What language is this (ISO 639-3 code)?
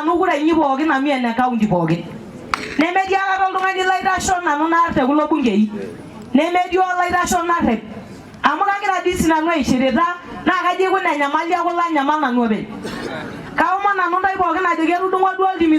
mas